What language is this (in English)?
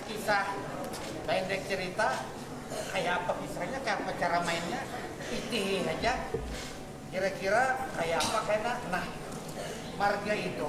Banjar